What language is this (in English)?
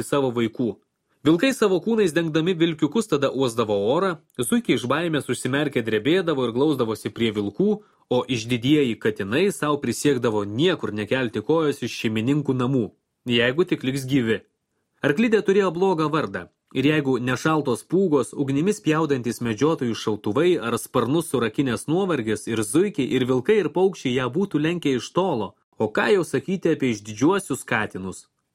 Lithuanian